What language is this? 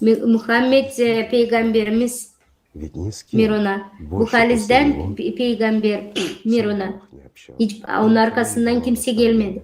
Gagauz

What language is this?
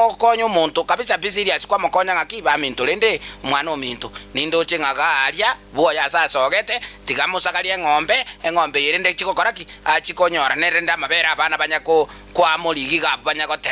Gusii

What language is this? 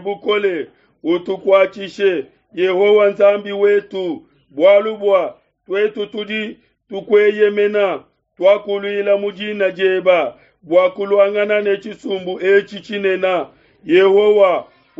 Luba-Lulua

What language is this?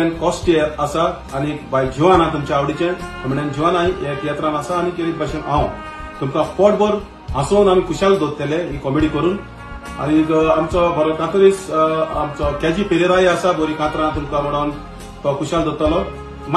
Konkani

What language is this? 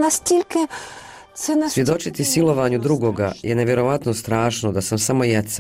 Bosnian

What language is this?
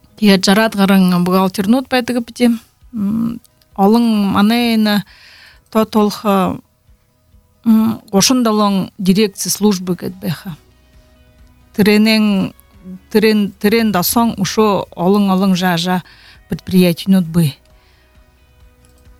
Buriat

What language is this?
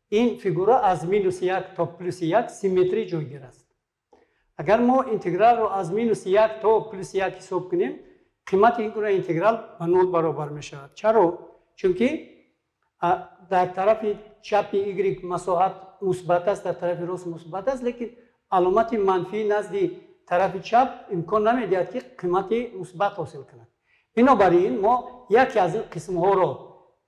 Tajik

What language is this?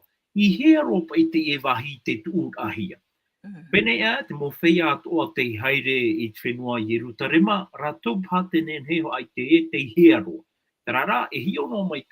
Tahitian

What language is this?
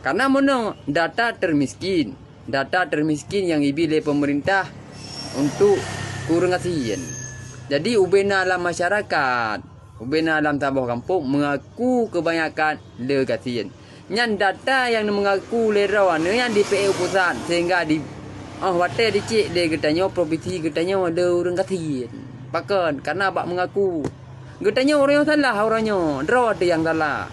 Achinese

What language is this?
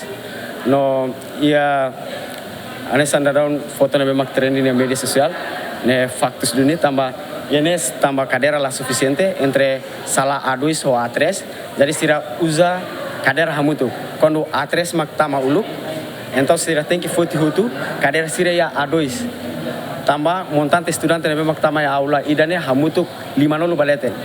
Tetum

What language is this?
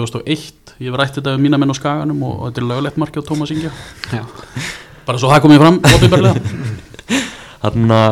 Icelandic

